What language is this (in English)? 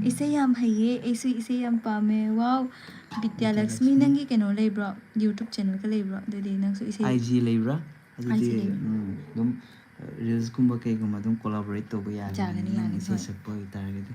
Manipuri